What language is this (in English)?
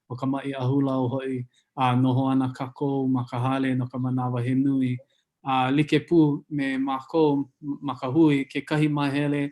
Hawaiian